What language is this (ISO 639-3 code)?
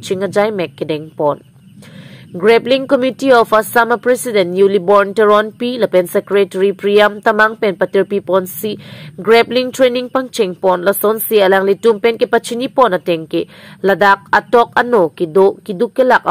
mjw